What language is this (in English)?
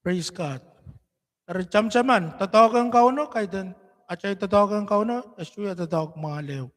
Pohnpeian